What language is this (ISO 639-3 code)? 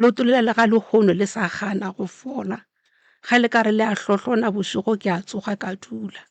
nso